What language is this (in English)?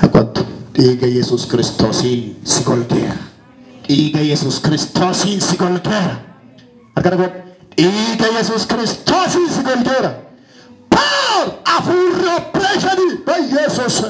Oromo